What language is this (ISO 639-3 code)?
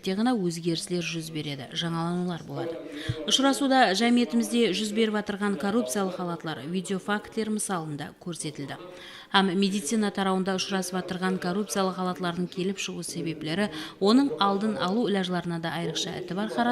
kaa